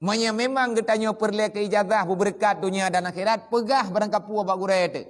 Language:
Achinese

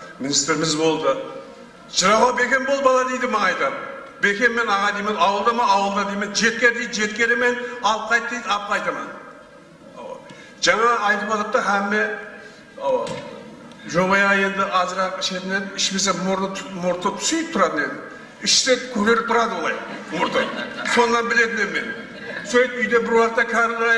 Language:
Kara-Kalpak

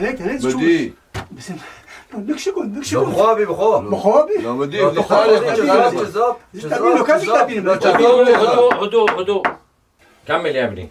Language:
North Levantine Arabic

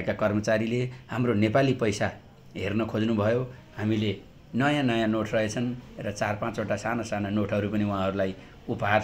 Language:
Nepali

